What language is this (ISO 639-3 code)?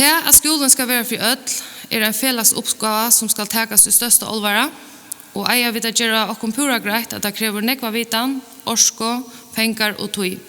fao